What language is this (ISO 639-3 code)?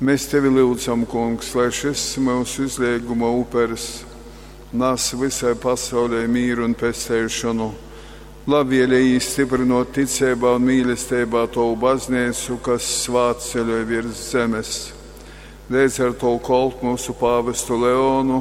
ltg